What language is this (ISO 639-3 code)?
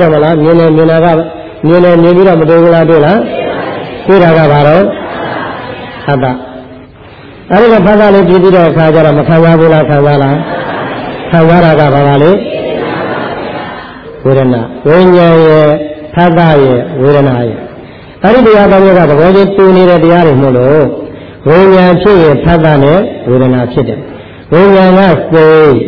mya